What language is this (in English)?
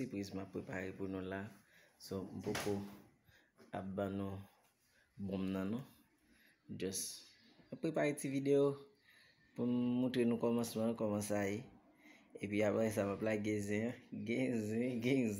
Haitian Creole